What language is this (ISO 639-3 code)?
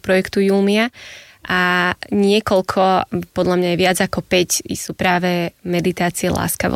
slk